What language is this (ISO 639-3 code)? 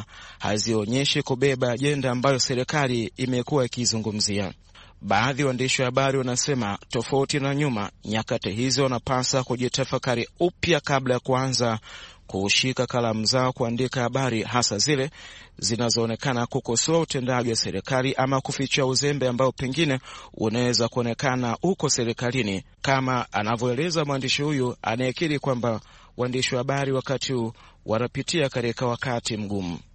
swa